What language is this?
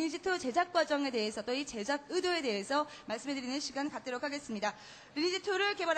Korean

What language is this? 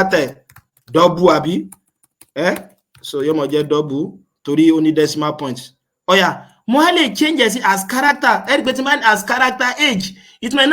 Yoruba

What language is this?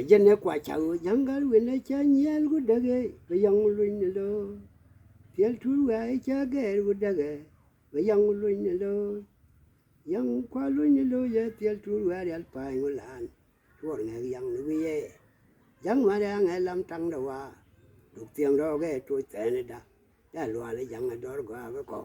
Nuer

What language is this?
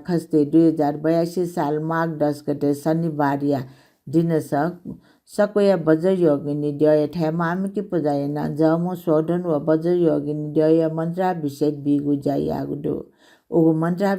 Newari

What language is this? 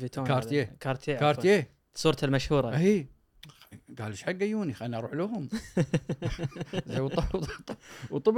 Gulf Arabic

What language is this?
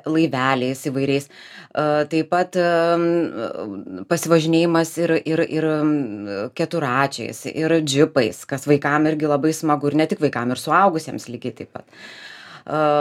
Lithuanian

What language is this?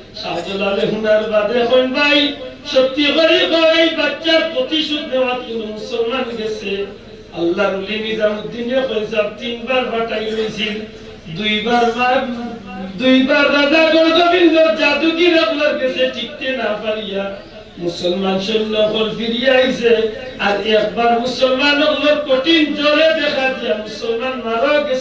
Sylheti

